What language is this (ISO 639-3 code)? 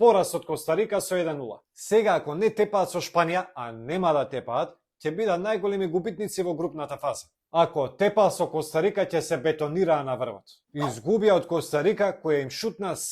mkd